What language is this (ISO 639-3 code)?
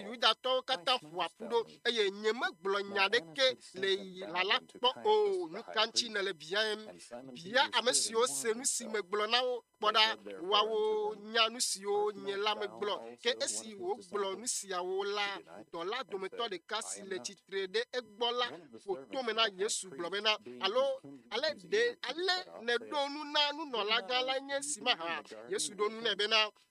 ewe